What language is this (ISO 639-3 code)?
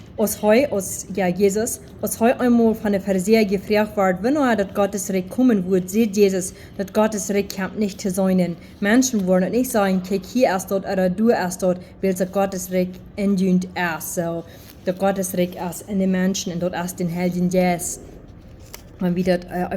pdt